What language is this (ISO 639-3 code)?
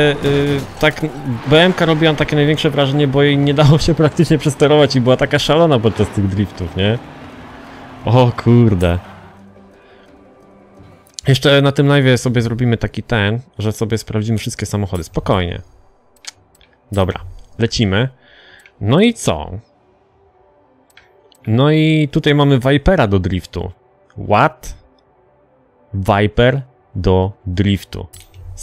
pol